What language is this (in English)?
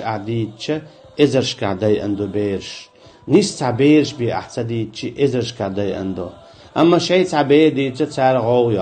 Chechen